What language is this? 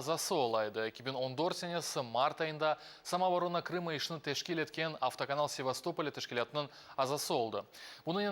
Crimean Tatar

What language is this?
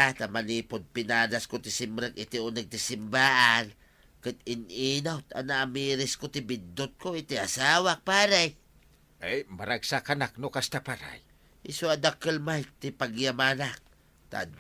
Iloko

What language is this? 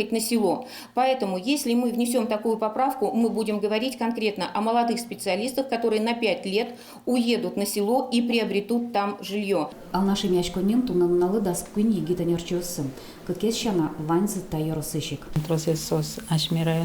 Udmurt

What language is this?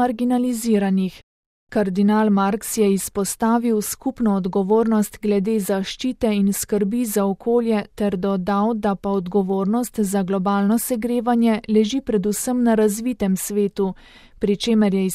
Slovenian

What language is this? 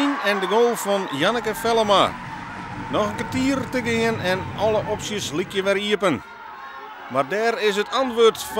Western Frisian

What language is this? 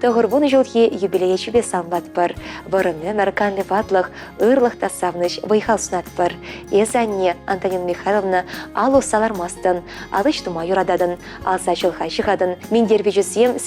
Chuvash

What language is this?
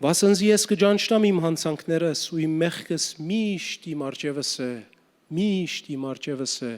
Western Armenian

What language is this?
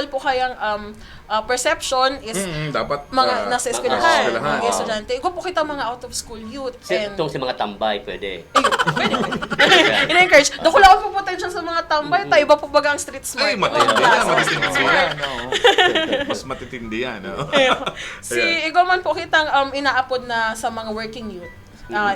Bikol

